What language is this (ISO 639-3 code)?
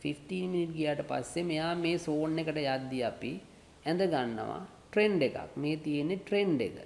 sin